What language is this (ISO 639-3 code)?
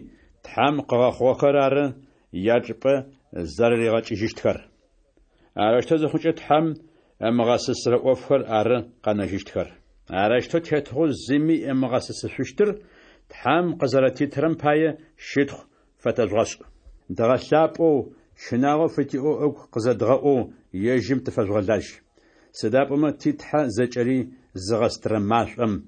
ady